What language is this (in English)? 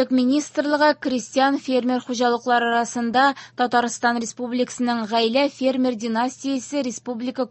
Tatar